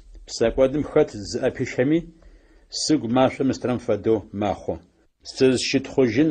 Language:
Adyghe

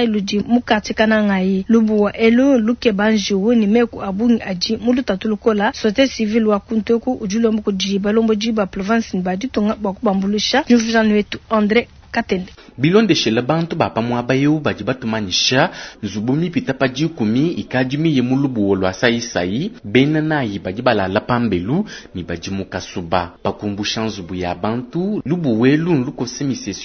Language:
Luba-Lulua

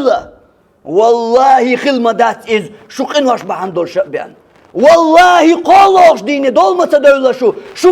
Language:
Chechen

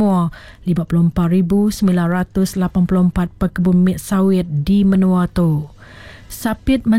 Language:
Iban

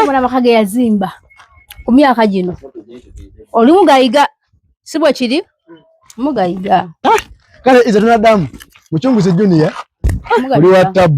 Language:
Ganda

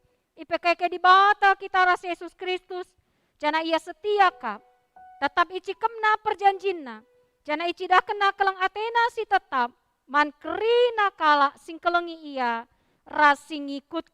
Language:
Batak Karo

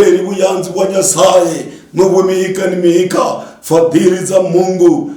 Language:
Luyia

